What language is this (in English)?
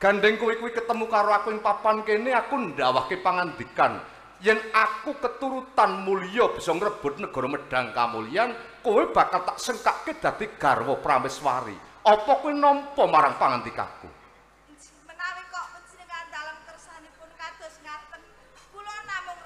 Javanese